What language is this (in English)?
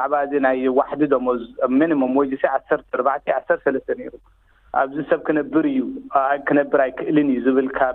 Tigrinya